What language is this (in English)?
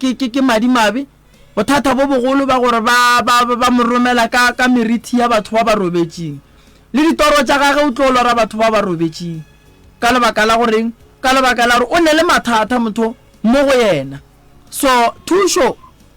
Northern Sotho